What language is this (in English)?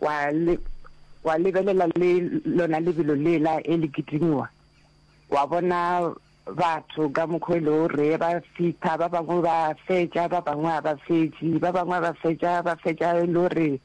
Northern Sotho